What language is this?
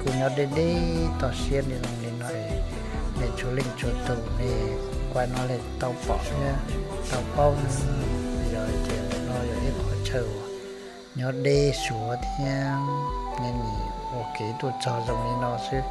Hmong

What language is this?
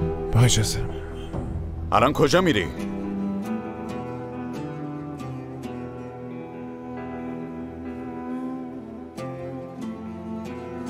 Persian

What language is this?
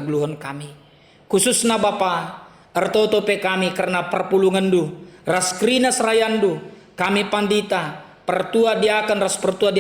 Batak Karo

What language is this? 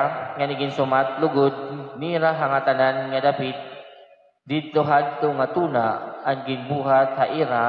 Waray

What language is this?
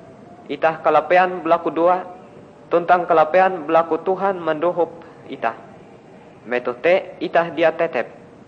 Ngaju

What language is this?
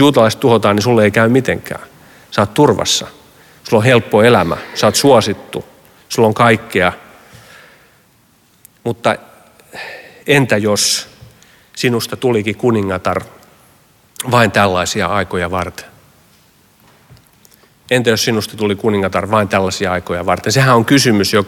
Finnish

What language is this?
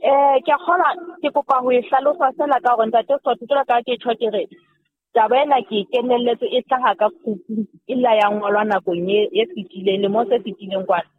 Southern Sotho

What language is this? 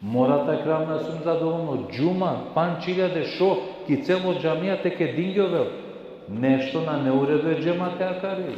Balkan Romani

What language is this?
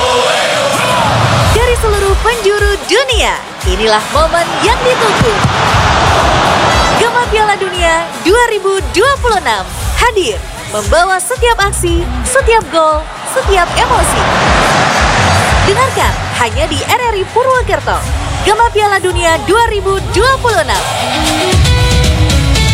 Indonesian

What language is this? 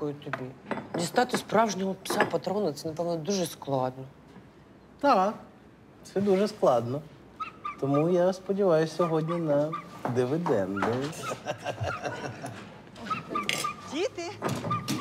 Ukrainian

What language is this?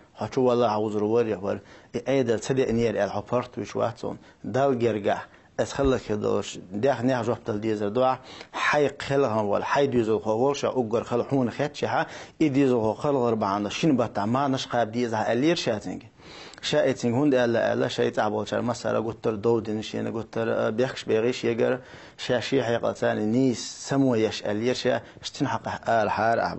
Chechen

